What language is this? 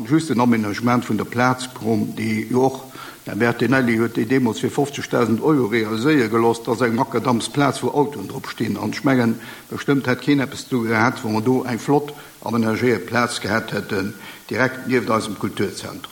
Luxembourgish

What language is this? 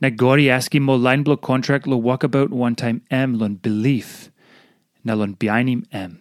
Tok Pisin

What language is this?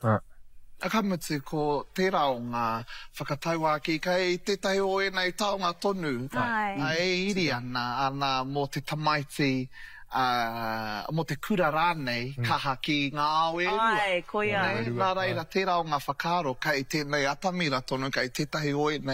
Māori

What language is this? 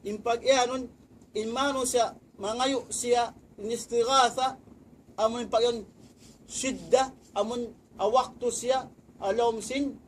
Tausug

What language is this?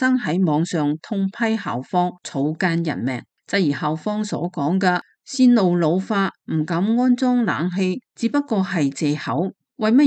Cantonese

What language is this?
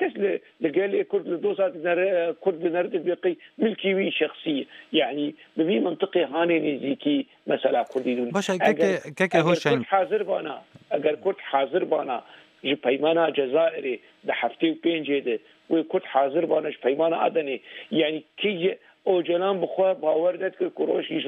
Kurdish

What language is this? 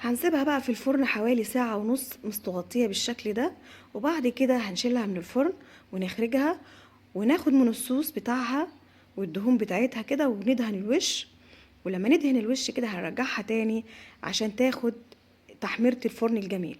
Egyptian Arabic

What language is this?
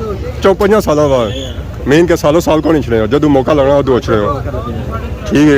Pahari-Potwari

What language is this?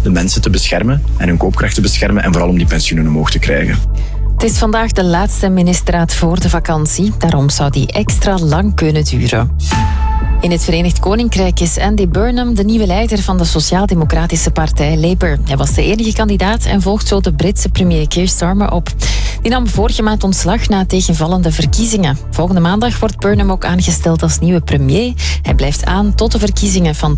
Dutch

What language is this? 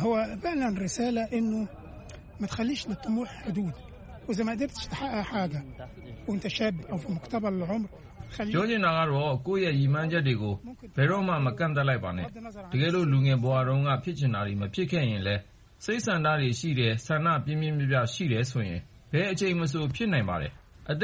Burmese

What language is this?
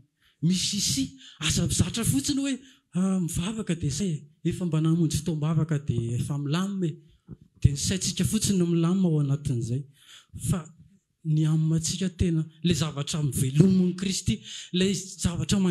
Malagasy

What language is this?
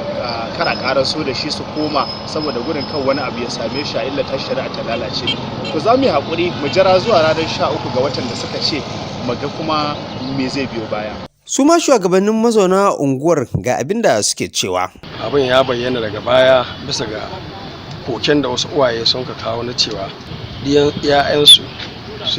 Hausa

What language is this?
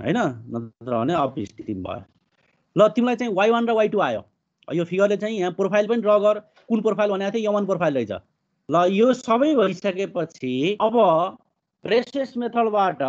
Nepali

